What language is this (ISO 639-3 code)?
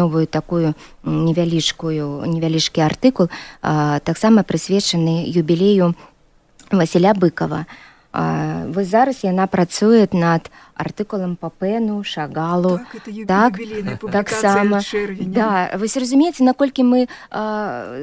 bel